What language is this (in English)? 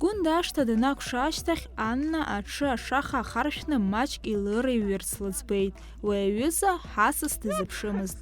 Abkhazian